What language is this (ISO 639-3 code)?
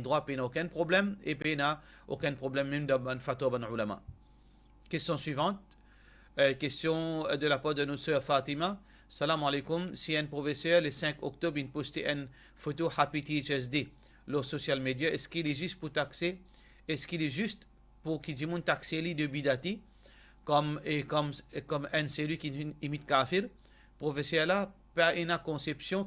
mfe